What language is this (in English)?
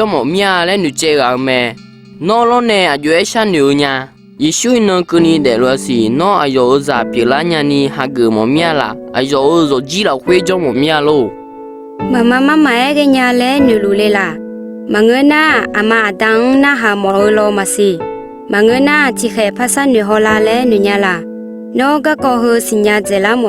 Akha